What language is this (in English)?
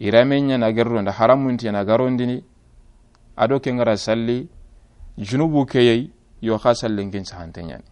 Soninke